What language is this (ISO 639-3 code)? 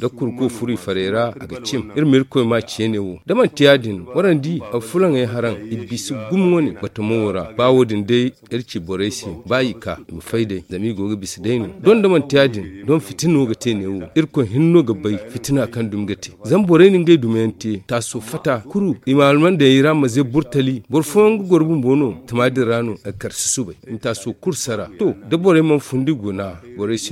dje